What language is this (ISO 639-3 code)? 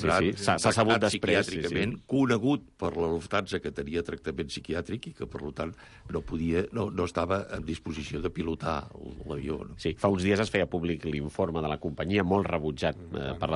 cat